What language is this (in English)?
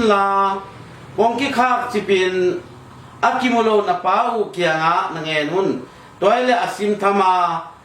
Tedim Chin